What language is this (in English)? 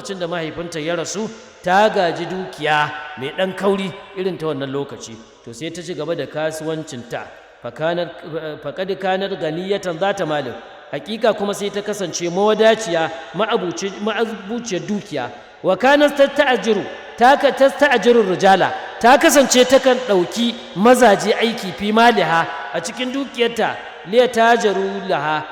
Hausa